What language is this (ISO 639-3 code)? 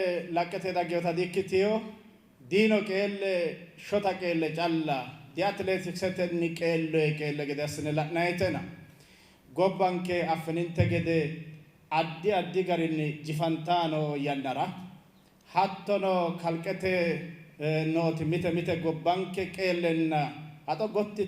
sid